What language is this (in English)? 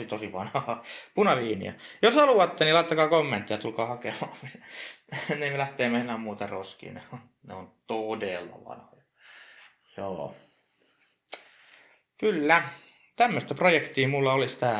Finnish